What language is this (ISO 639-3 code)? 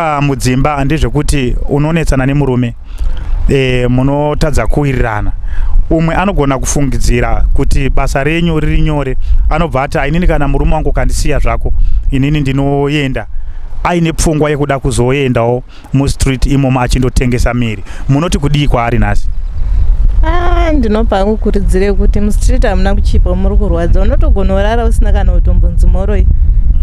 sna